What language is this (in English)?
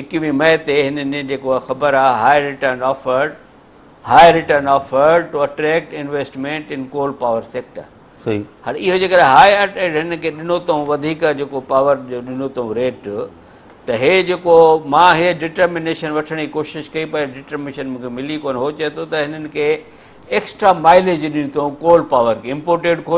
Sindhi